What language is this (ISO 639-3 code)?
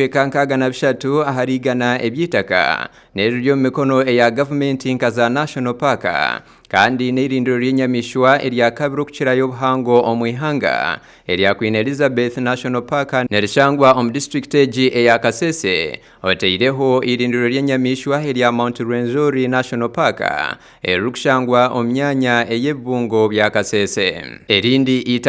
nyn